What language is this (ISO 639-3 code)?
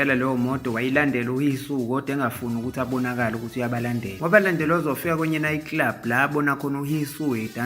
zul